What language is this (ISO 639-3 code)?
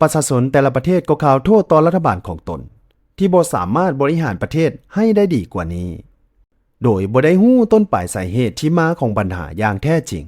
lao